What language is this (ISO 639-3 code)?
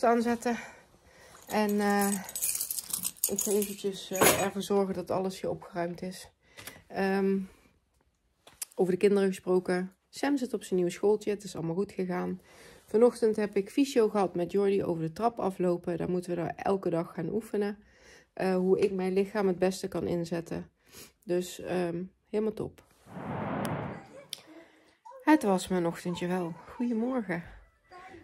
nld